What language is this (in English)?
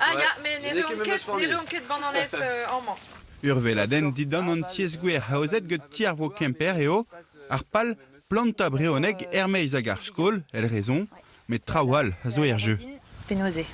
Breton